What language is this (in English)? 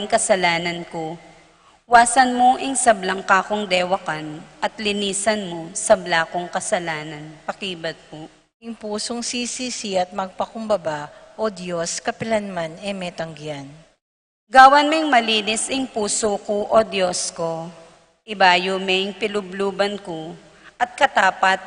Pampanga